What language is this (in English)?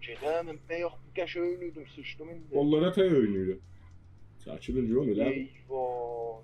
South Azerbaijani